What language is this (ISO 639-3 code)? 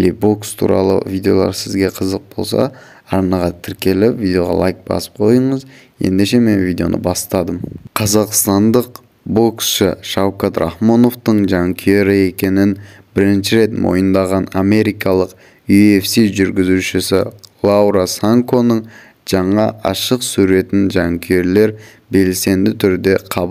kaz